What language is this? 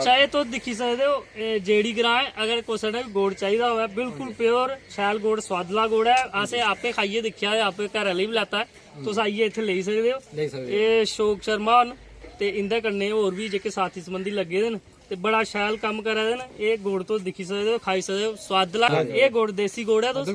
Dogri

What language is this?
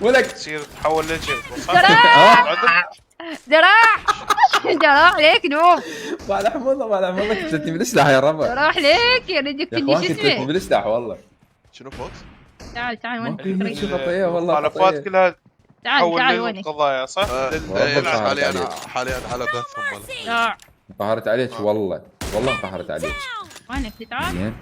Mesopotamian Arabic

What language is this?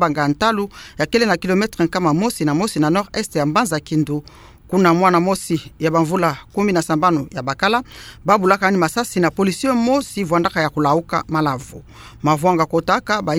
Kituba (Democratic Republic of Congo)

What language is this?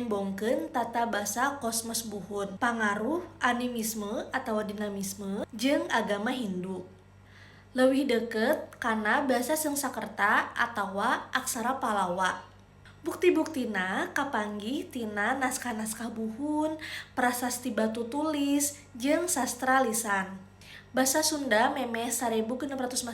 Sundanese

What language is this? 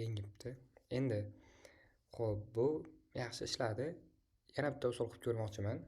Uzbek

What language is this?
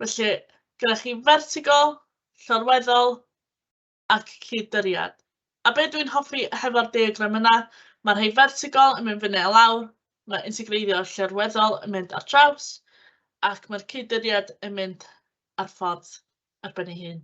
Welsh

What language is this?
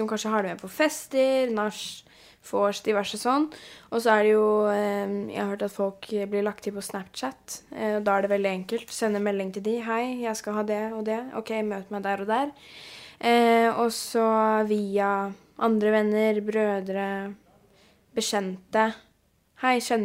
Norwegian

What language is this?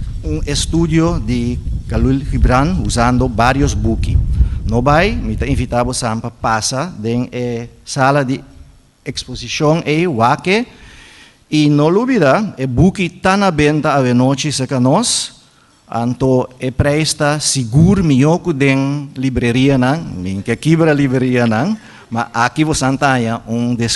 Papiamento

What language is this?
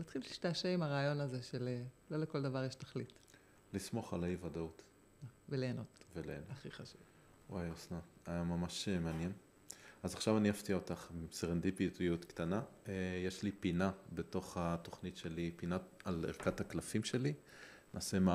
Hebrew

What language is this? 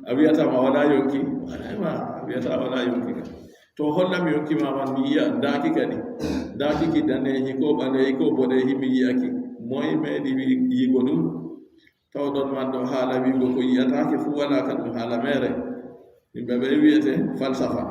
Adamawa Fulfulde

